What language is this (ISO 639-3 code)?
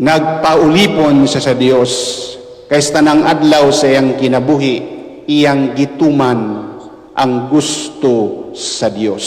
ceb